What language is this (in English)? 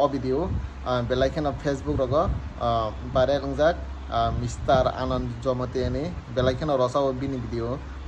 Kok Borok